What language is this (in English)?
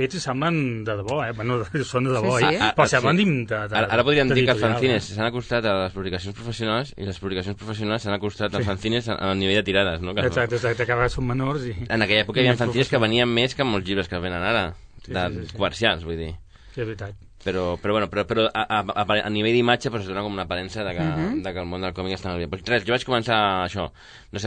Catalan